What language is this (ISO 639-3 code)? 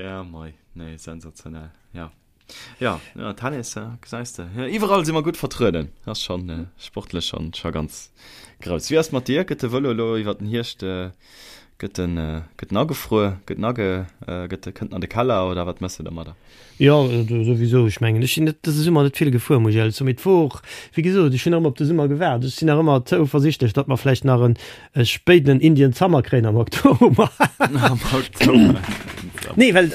ltz